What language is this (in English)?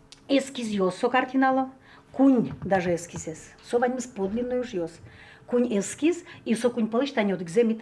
Udmurt